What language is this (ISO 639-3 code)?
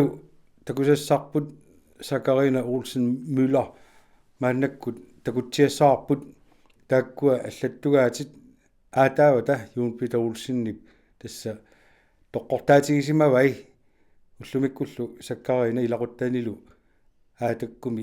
kal